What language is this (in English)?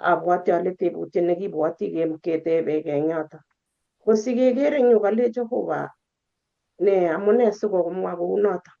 Kalenjin